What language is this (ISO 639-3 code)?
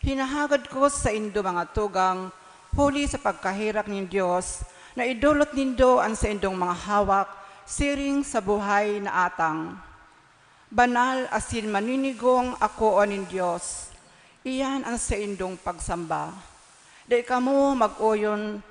bik